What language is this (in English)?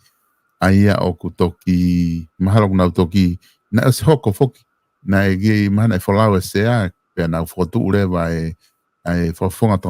Tongan